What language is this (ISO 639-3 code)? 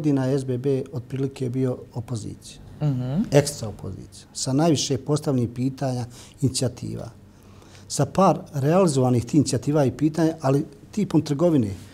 bos